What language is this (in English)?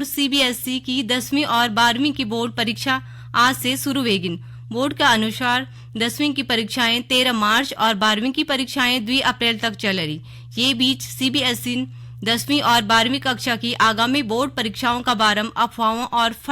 Garhwali